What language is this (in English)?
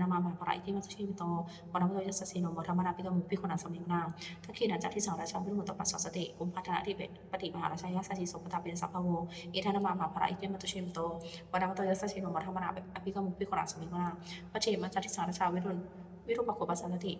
Pali